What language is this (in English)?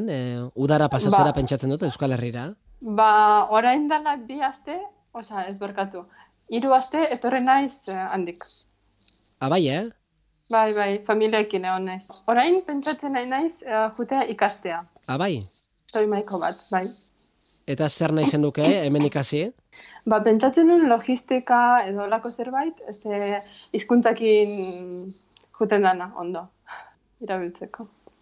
Basque